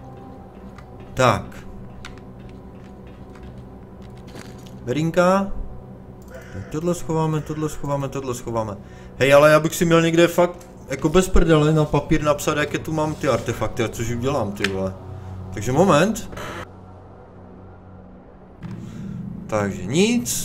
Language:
Czech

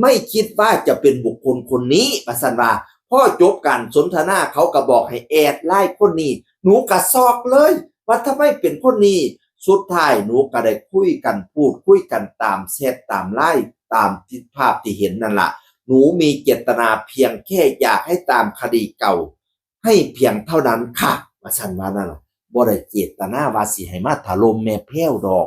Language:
Northeastern Thai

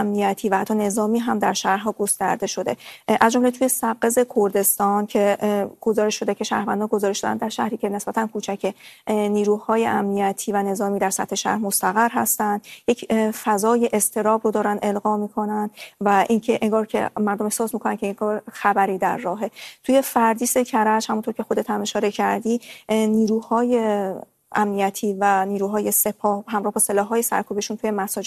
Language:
Persian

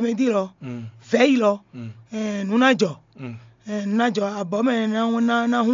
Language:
Fon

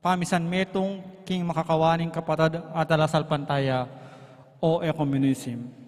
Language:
Pampanga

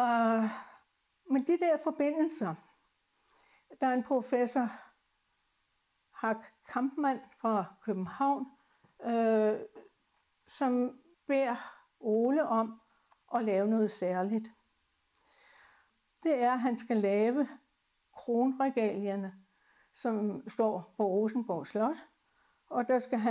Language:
Danish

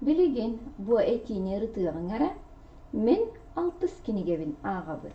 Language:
Yakut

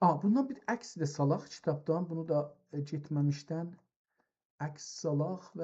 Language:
South Azerbaijani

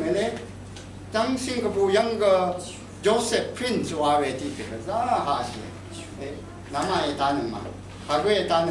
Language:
Rawang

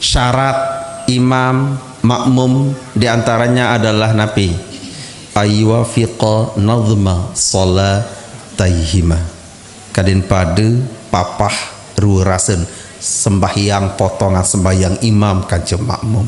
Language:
Sasak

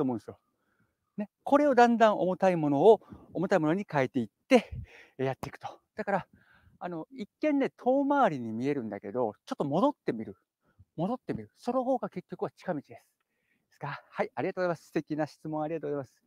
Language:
Japanese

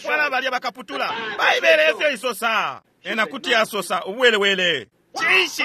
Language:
Bemba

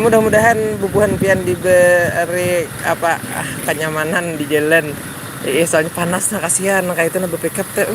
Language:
Banjar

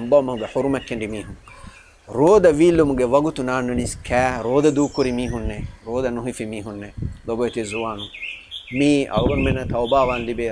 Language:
Divehi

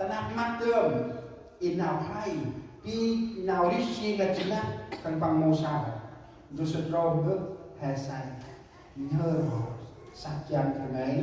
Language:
Central Mnong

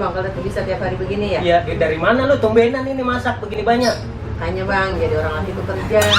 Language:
Betawi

